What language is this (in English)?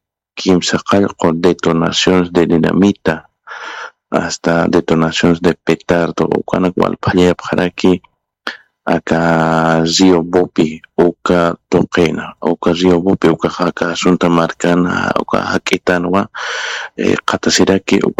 Aymara